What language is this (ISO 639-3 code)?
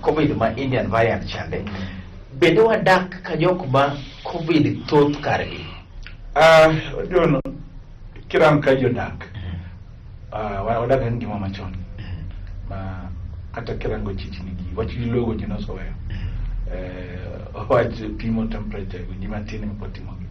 luo